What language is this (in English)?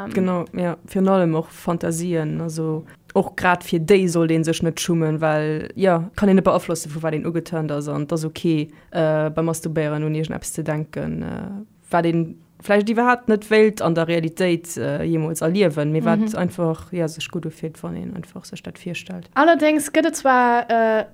Luxembourgish